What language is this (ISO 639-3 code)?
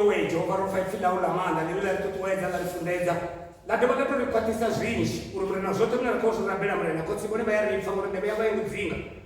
ven